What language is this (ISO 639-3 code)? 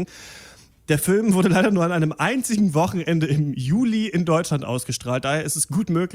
deu